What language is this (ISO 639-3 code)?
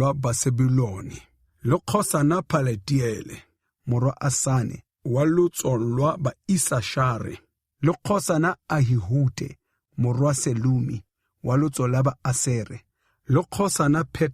tsn